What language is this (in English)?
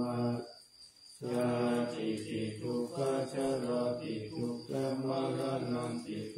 Pali